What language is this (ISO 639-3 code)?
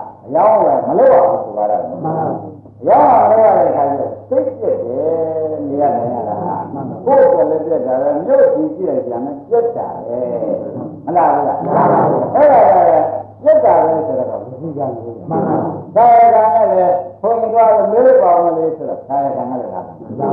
mya